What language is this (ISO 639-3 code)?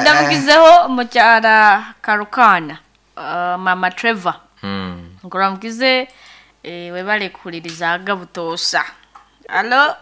nyn